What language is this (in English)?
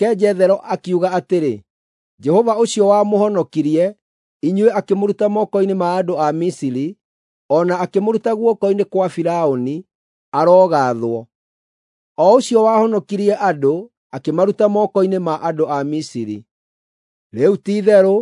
Kikuyu